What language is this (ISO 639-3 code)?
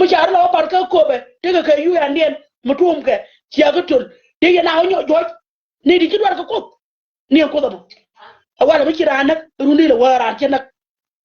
nus